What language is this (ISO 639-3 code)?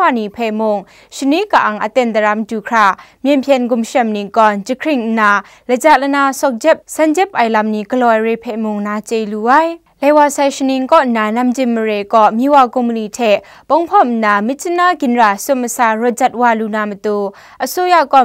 kac